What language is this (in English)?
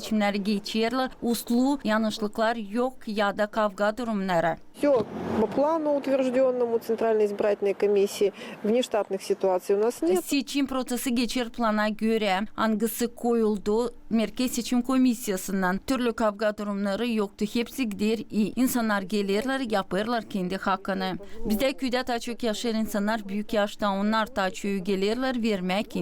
Gagauz